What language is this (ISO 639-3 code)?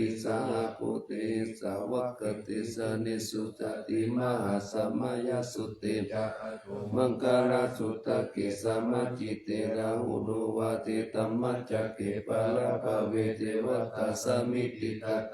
pli